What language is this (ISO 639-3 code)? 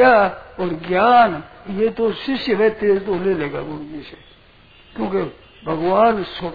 hin